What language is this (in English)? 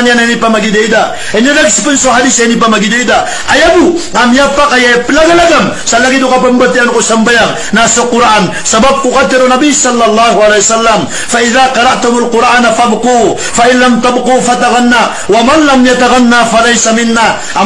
Maranao